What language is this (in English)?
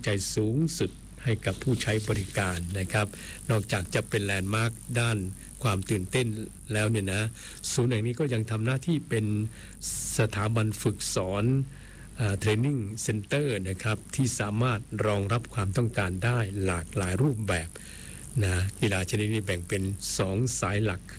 Thai